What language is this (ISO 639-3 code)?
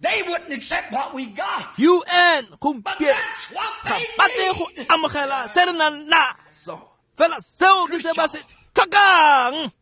tsn